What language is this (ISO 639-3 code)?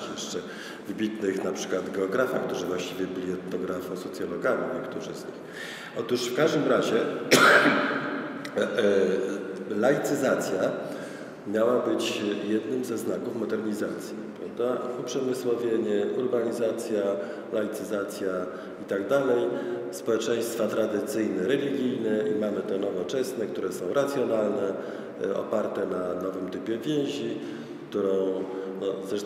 pol